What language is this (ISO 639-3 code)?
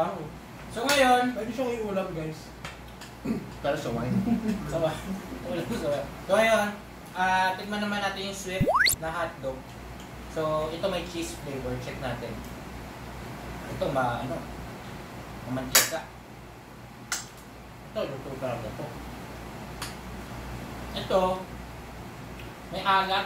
fil